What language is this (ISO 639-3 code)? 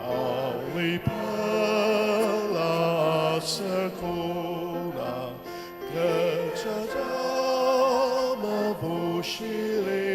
njo